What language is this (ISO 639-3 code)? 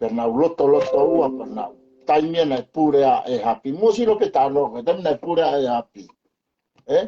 ton